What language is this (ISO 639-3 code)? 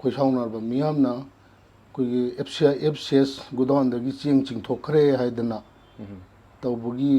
mni